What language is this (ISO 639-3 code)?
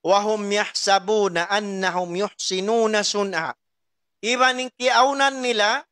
tsg